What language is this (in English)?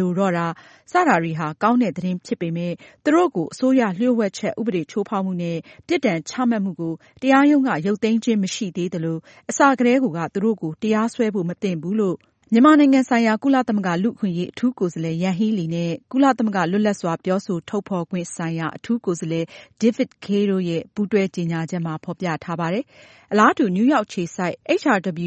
Burmese